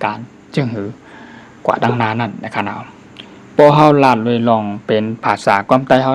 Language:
Shan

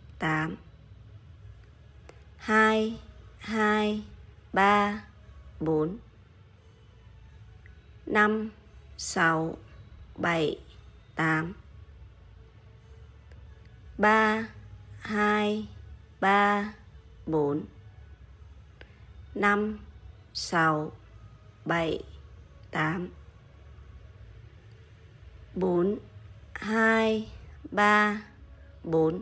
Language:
Vietnamese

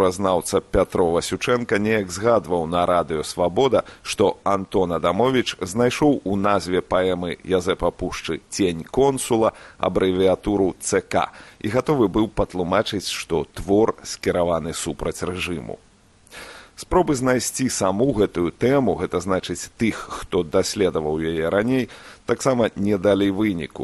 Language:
Belarusian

